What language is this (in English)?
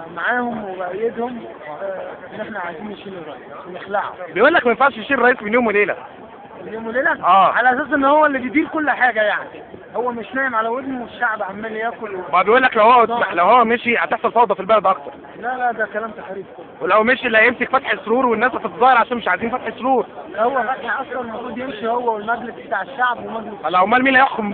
Egyptian Arabic